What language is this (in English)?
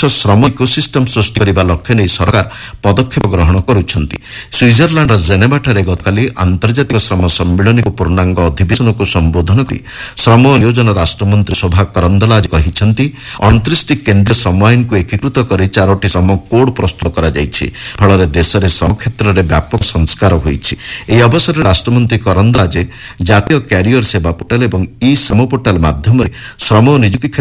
Odia